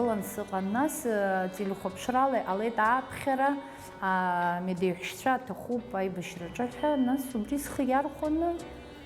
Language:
Abkhazian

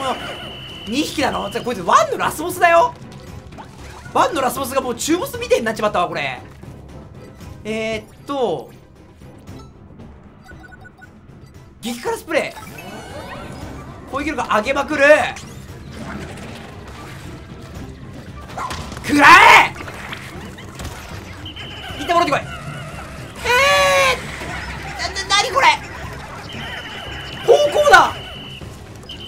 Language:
Japanese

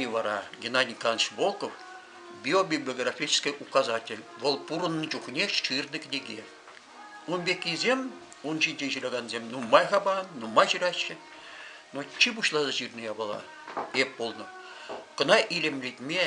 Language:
Chuvash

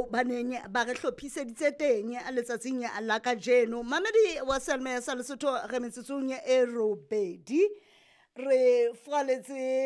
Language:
Southern Sotho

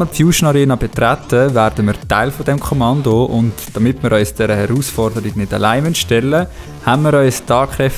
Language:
Swiss German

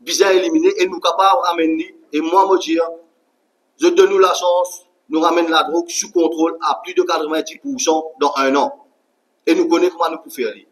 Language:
Morisyen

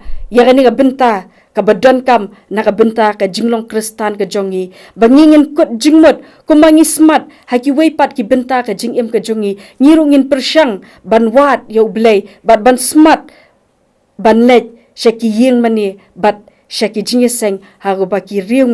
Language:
Khasi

